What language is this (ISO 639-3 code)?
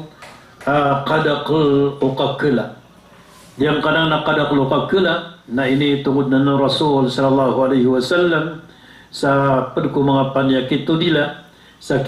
mrw